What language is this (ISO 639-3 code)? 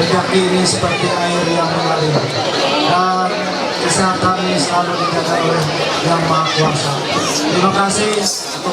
mhy